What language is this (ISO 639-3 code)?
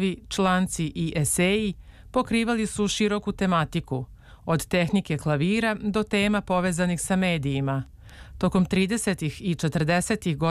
srp